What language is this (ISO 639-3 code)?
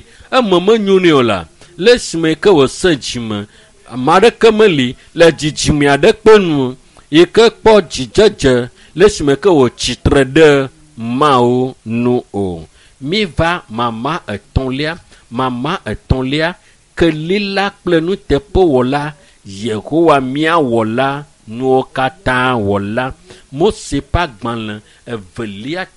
ewe